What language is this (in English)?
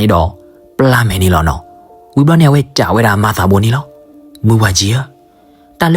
S'gaw Karen